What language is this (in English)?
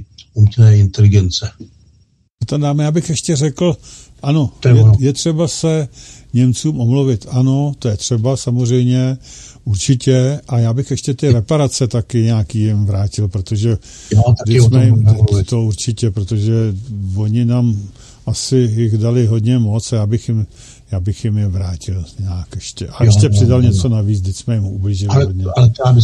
Czech